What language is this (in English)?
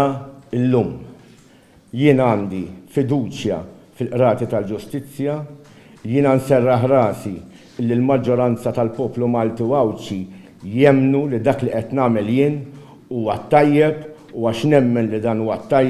Maltese